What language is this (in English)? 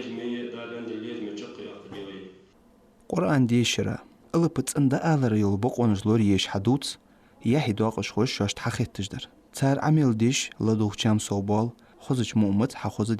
Ingush